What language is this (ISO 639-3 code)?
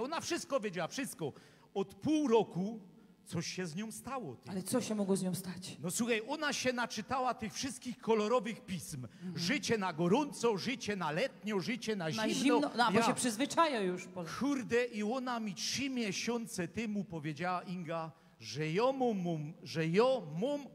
szl